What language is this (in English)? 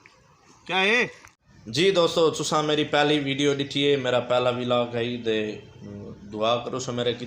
Saraiki